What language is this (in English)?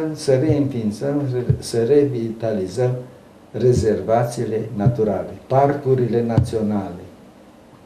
Romanian